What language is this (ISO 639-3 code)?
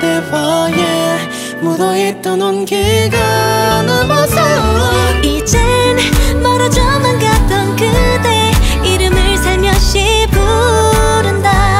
kor